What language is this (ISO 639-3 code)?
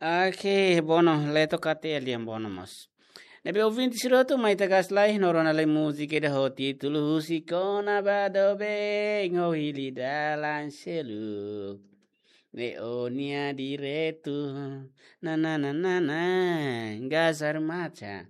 tet